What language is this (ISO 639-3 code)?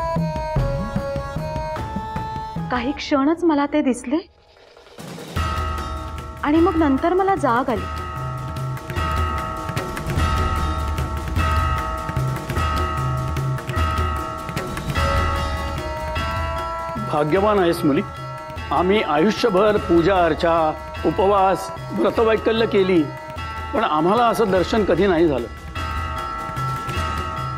mar